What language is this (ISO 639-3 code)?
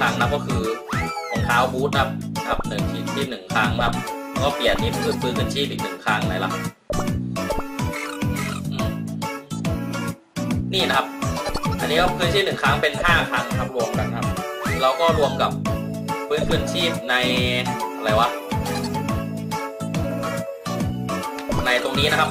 tha